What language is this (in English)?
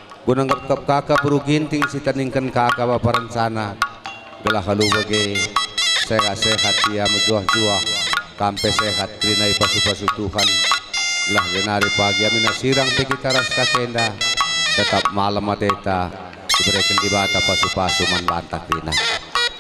Batak Karo